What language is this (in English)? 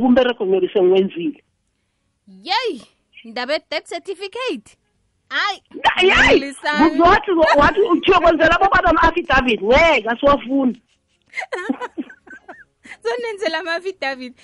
South Ndebele